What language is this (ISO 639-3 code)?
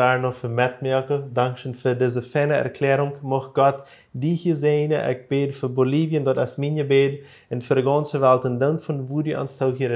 pdt